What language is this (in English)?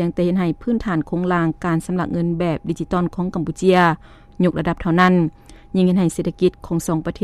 Lao